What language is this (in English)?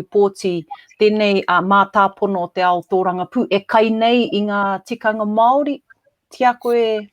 Māori